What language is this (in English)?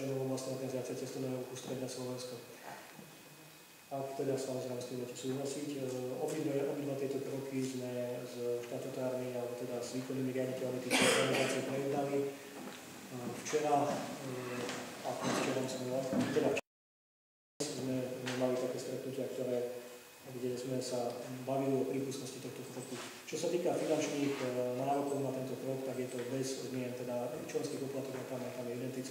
Slovak